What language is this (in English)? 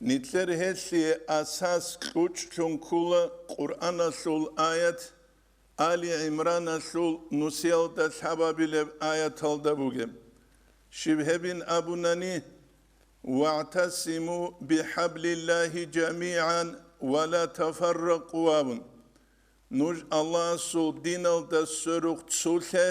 Avaric